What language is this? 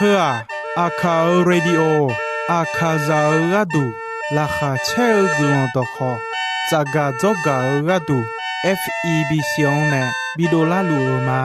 Akha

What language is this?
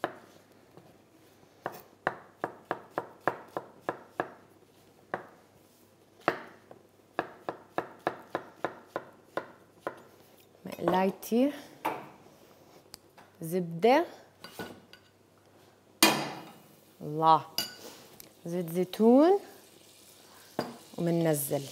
South Levantine Arabic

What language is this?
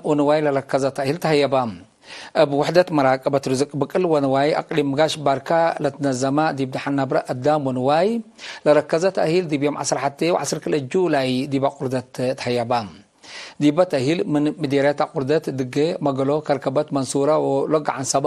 Tigre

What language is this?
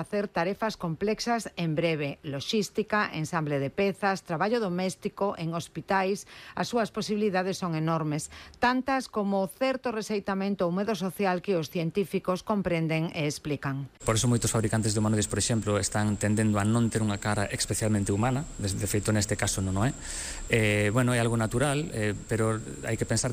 Galician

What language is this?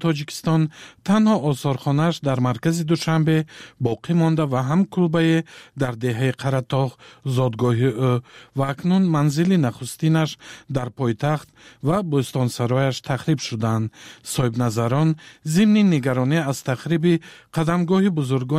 Tajik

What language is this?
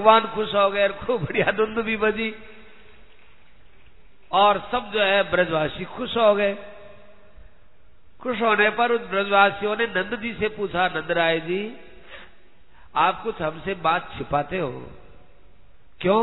Hindi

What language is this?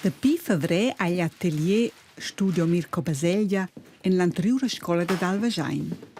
Romansh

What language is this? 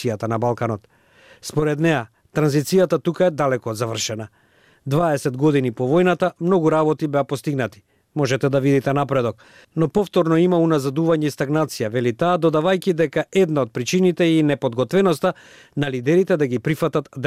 Macedonian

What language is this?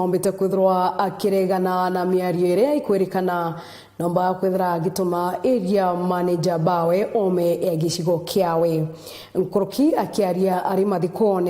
Meru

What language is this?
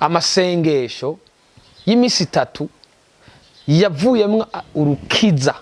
Rundi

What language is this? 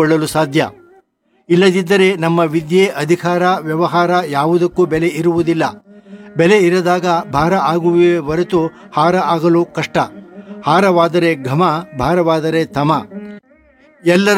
Kannada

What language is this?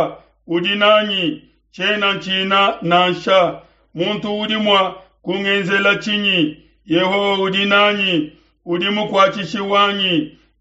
Luba-Lulua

